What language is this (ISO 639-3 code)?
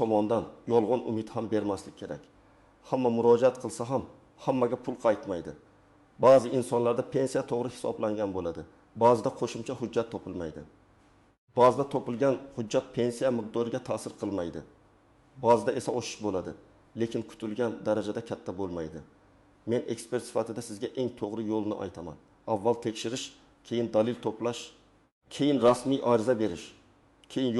uzb